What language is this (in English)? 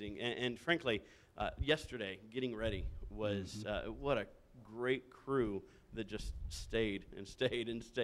English